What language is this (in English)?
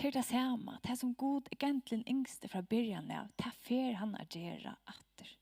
Faroese